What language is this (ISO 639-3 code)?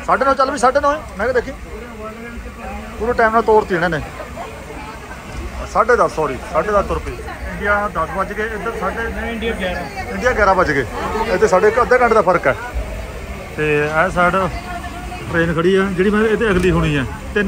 pan